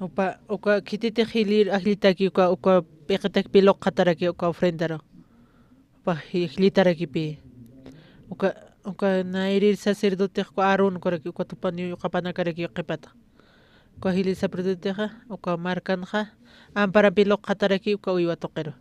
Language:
Aymara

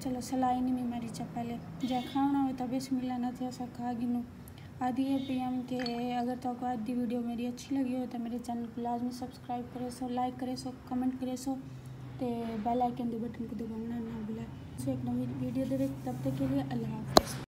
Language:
Saraiki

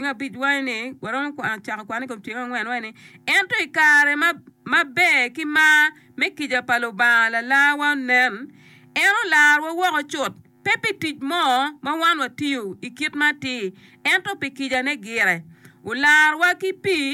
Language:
Acoli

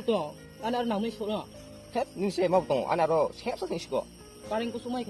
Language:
Kok Borok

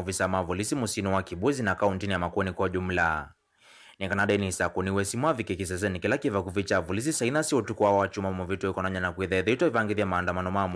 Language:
Kamba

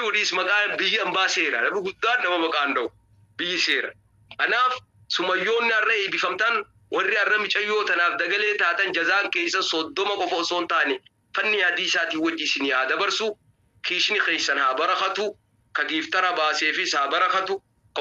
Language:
Oromo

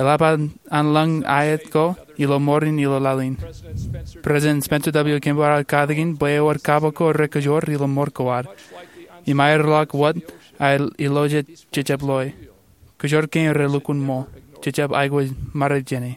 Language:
Marshallese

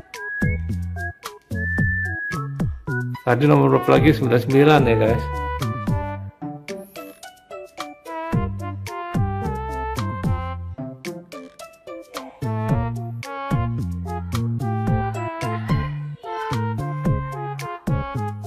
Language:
Indonesian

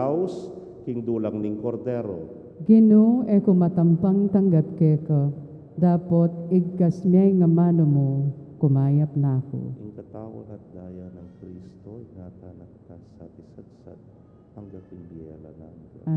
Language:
Pampanga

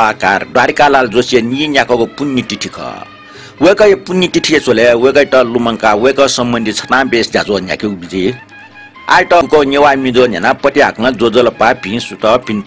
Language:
Newari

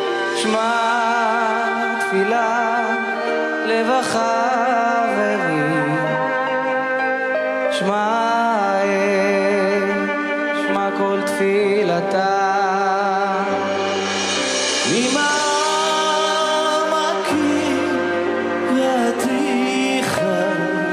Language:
Hebrew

